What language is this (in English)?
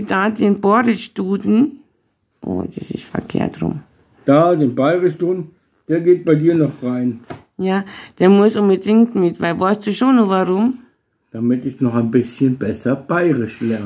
Bavarian